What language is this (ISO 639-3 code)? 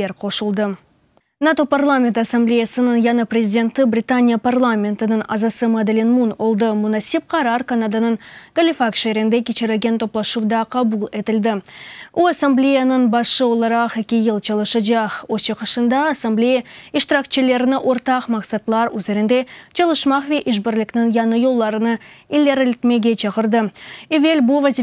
crh